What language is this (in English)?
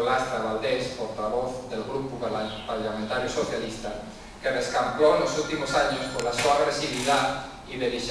Asturian